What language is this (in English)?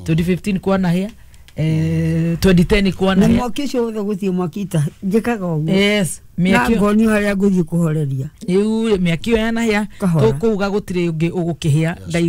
Kikuyu